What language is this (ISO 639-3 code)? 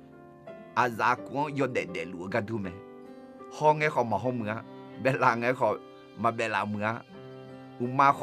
ahk